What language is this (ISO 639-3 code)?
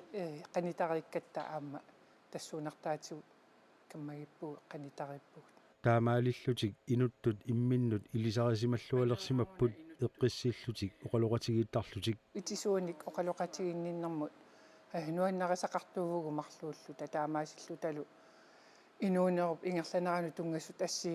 kal